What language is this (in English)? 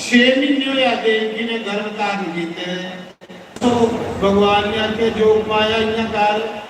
Dogri